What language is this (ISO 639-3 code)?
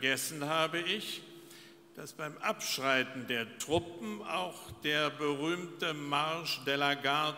deu